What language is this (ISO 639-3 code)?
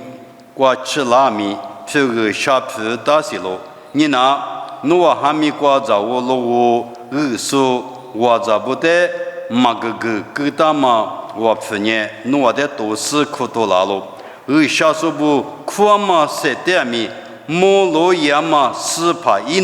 lis